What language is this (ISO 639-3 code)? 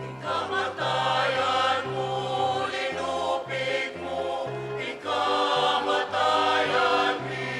pam